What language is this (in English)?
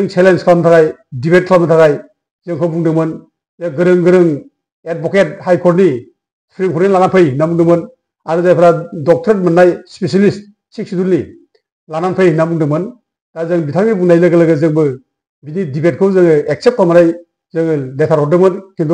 Bodo